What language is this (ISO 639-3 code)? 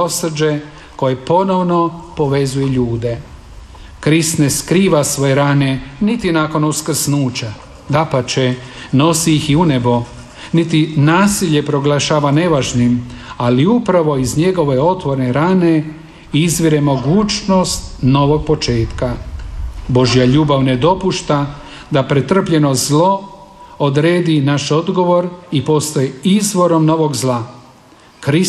hrv